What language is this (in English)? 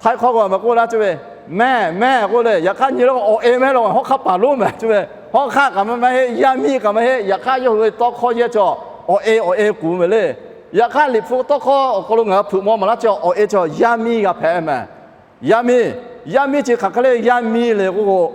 Lahu